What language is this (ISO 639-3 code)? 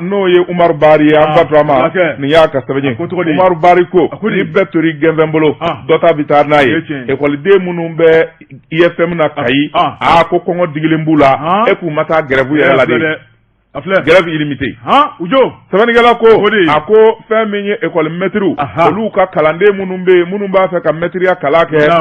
bam